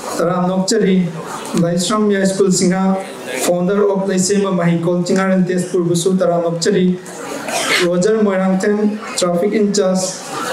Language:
Manipuri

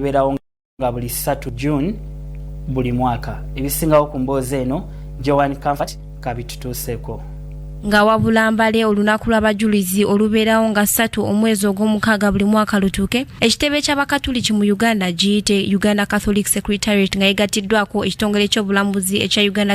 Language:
Ganda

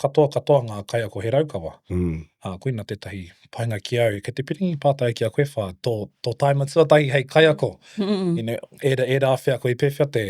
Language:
Māori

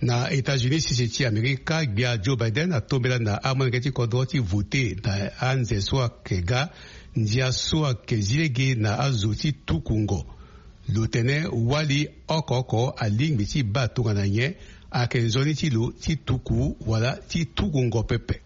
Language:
Sango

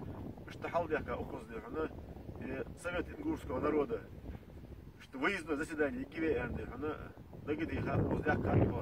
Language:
Ingush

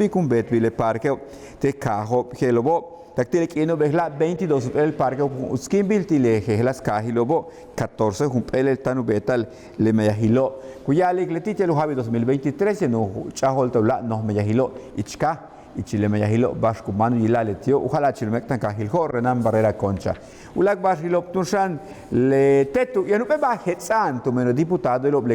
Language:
Yucateco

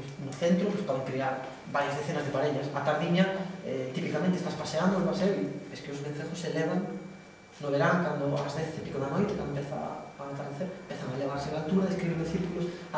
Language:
Galician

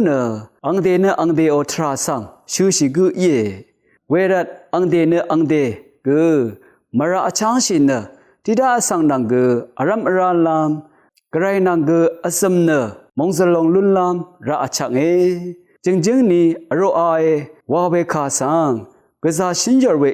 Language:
Rawang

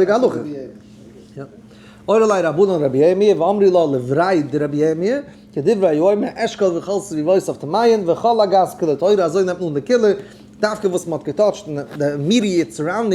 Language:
Yiddish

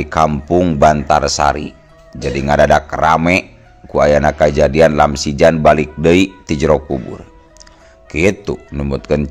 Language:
Sundanese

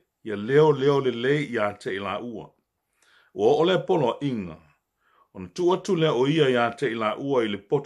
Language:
Samoan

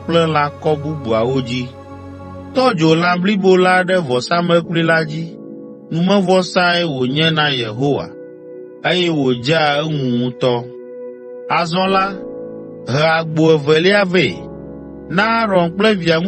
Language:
Ewe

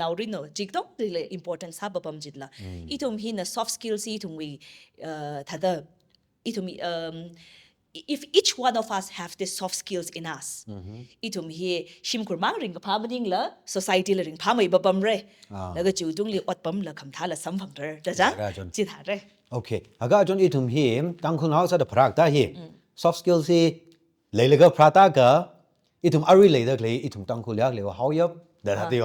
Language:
Tangkhul Naga (India)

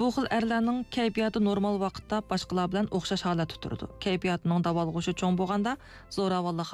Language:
Uyghur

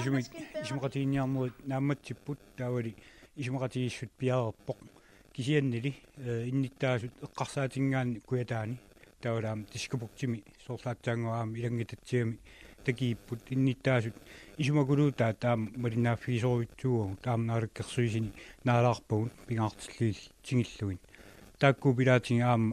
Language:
Kalaallisut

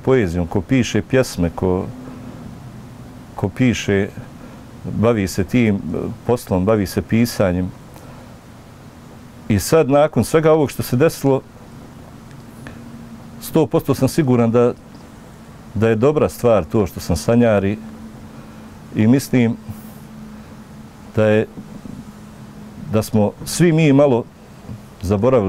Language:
Bosnian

